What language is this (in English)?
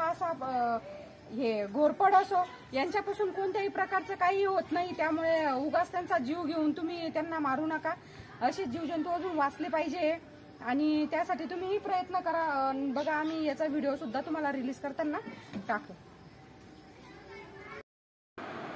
Marathi